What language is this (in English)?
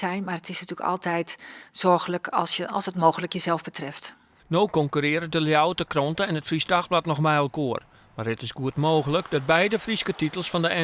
Western Frisian